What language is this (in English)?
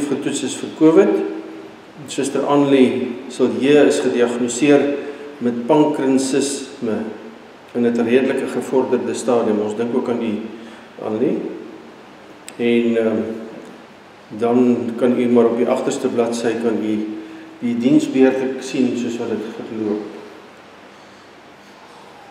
Afrikaans